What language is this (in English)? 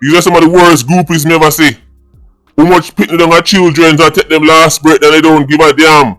Jamaican Creole English